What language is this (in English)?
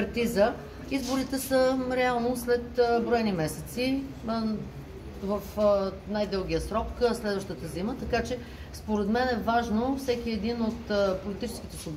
Bulgarian